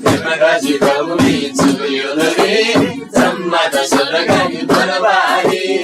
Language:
Eastern Tamang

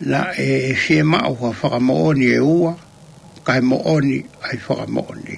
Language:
Tongan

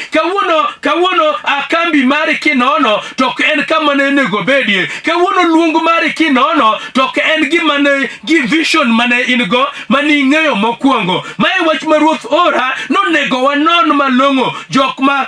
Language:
Luo (Kenya and Tanzania)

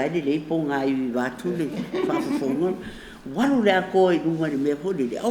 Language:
Samoan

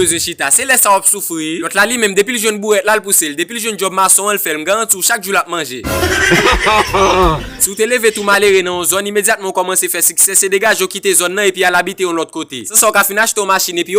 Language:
Haitian Creole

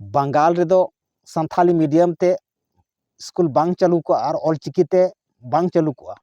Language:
Santali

